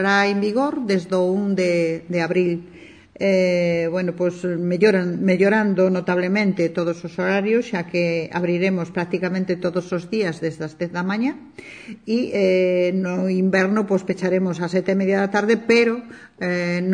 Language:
Galician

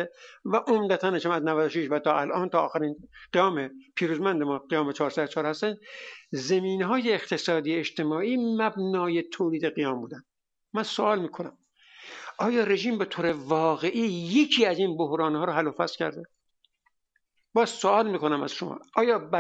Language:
Persian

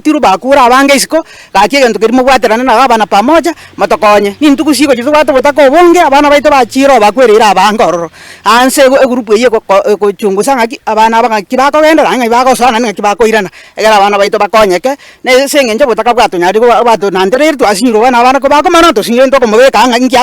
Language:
Gusii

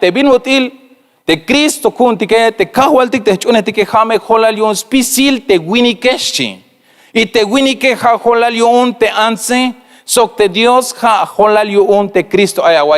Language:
Tzeltal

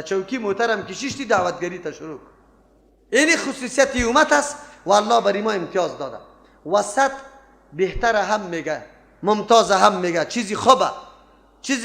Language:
Persian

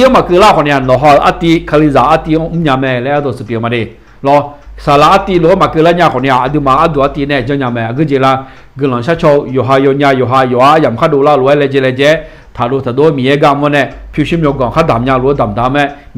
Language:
Akha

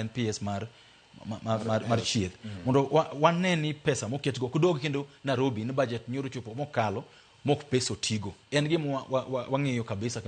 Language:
Luo (Kenya and Tanzania)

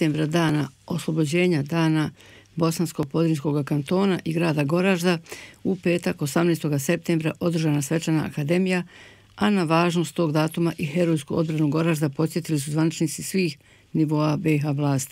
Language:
Bosnian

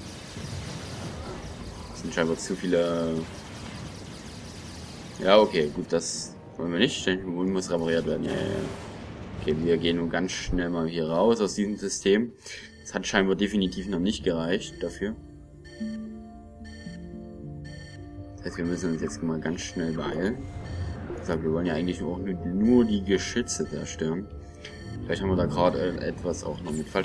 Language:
German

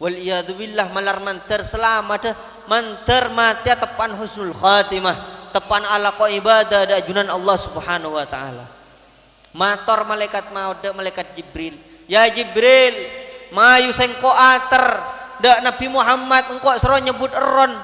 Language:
Madurese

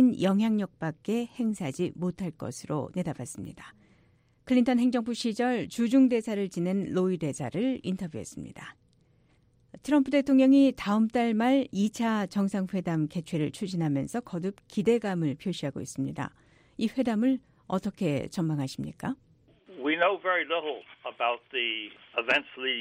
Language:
Korean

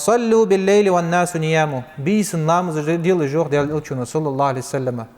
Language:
Ingush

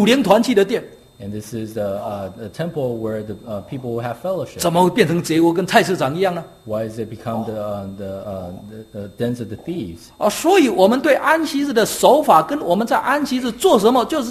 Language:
Chinese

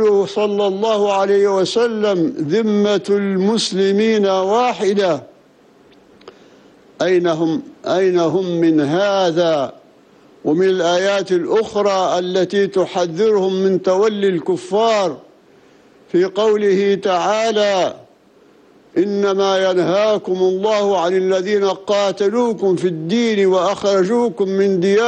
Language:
Arabic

